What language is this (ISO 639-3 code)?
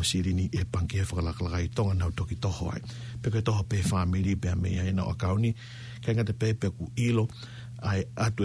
ton